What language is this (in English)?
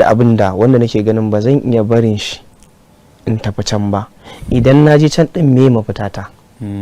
Hausa